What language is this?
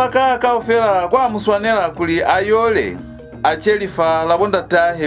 Lozi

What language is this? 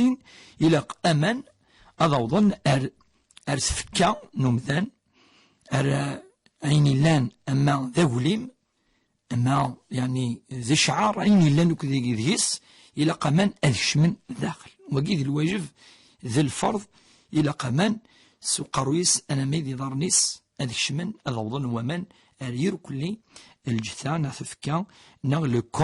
Kabyle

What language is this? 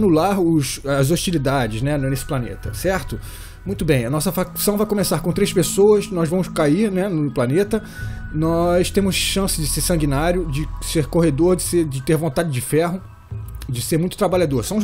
Portuguese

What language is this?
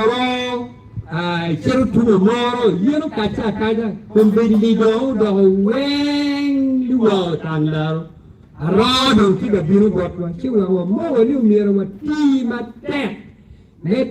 Acoli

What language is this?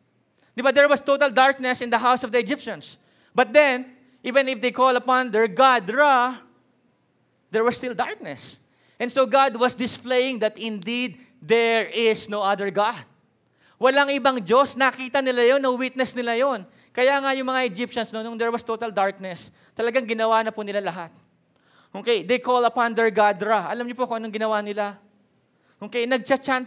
Filipino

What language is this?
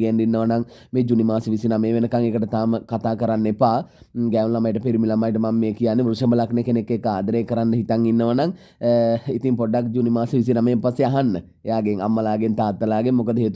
Sinhala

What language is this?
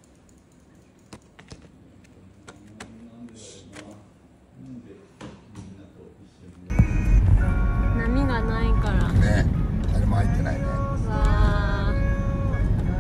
Japanese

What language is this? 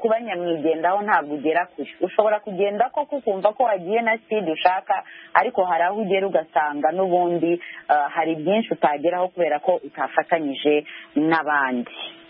Kinyarwanda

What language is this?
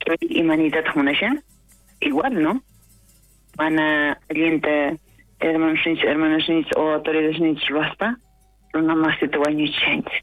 South Bolivian Quechua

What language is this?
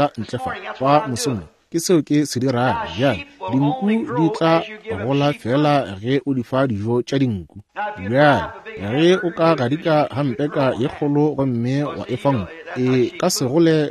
Northern Sotho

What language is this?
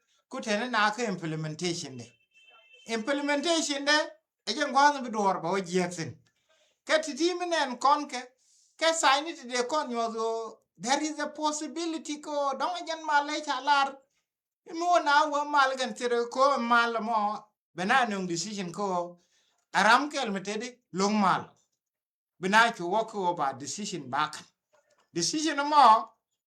Nuer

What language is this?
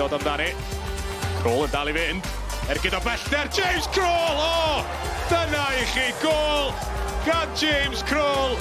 Welsh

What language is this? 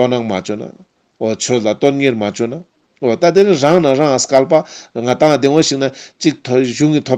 Ladakhi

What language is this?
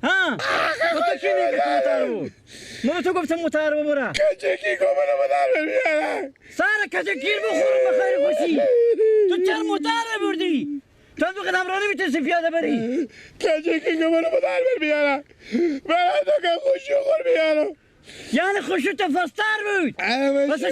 Persian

